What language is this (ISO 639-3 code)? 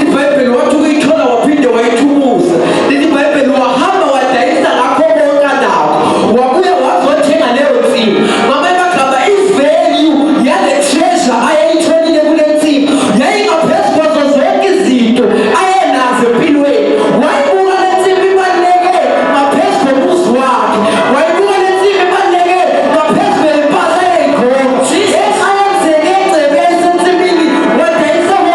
zul